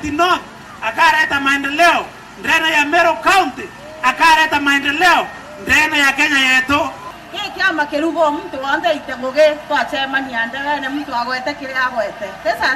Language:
Meru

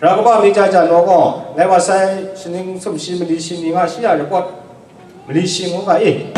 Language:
Kachin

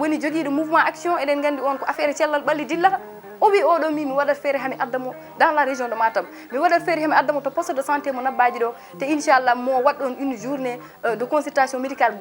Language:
Fula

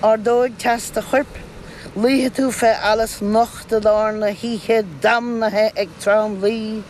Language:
Irish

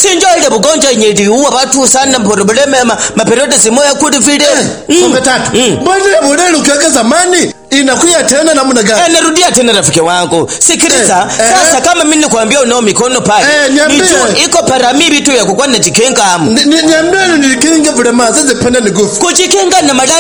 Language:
Swahili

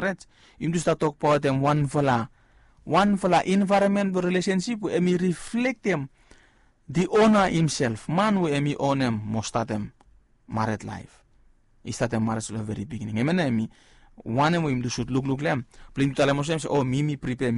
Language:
Bislama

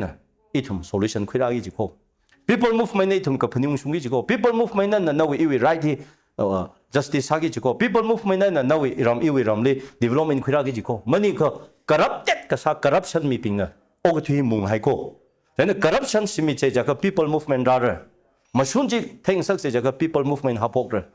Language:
Tangkhul Naga (India)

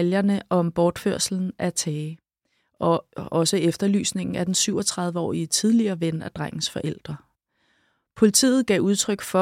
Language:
Danish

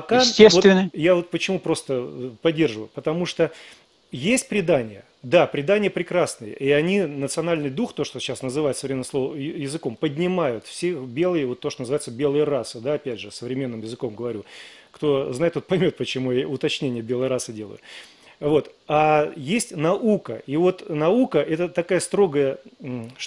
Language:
Russian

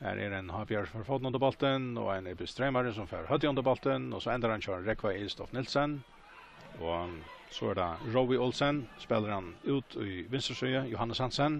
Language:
Faroese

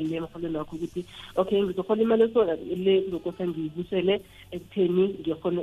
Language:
South Ndebele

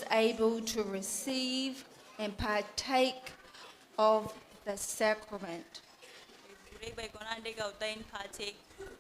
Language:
Gilbertese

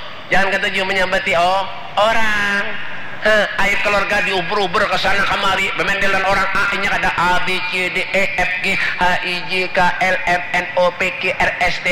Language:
Banjar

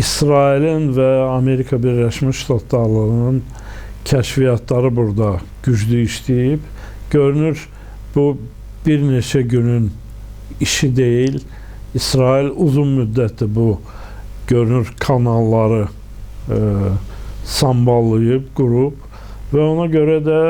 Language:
Azerbaijani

